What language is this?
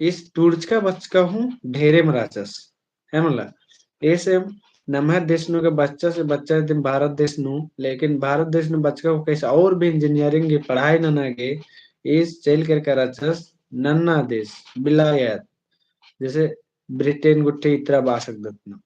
Kurukh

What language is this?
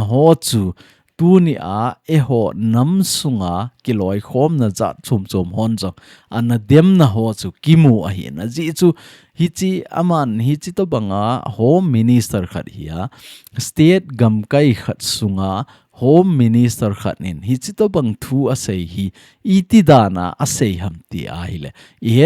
Thado Chin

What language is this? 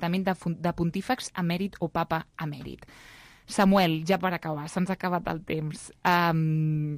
Catalan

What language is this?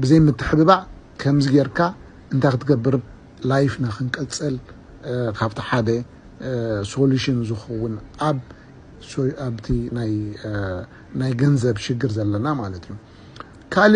Tigrinya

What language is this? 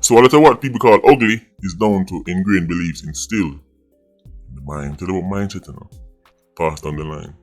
Jamaican Creole English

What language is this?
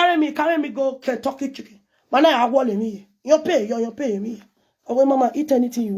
Nigerian Pidgin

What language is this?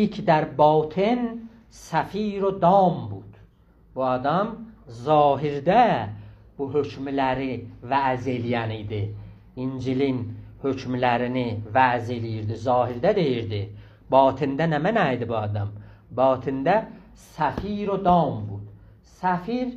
South Azerbaijani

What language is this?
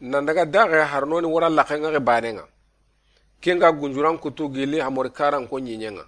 Soninke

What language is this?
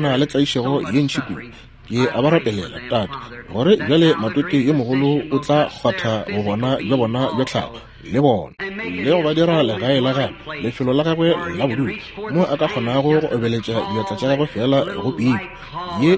Northern Sotho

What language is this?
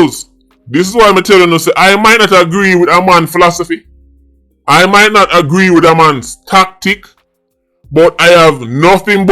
Jamaican Creole English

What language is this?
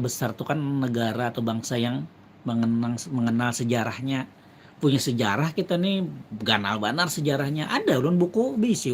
Banjar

